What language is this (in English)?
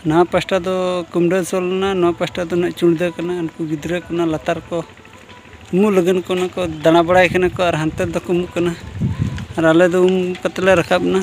Santali